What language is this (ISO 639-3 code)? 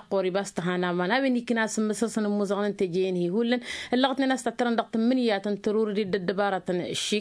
taq